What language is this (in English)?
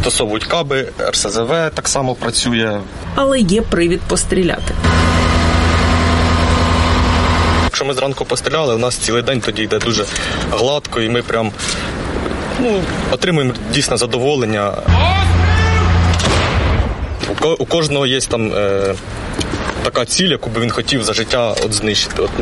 Ukrainian